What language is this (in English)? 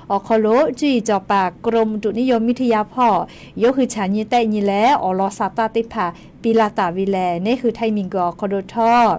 Lahu